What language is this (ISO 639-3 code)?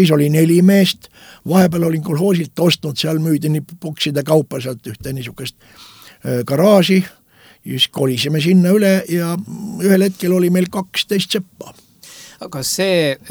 est